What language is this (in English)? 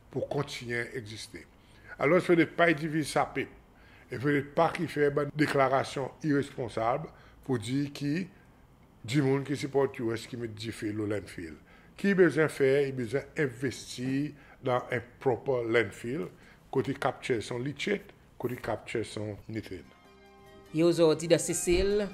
Seselwa Creole French